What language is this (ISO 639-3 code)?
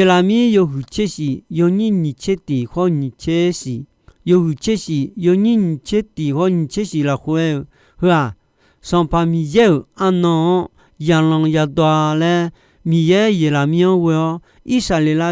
ahk